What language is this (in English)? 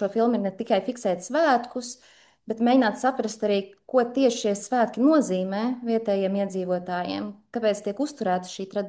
Latvian